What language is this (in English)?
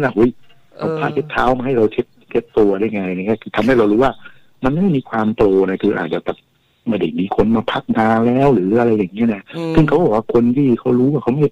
Thai